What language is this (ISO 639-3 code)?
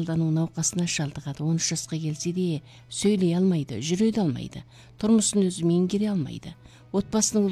kaz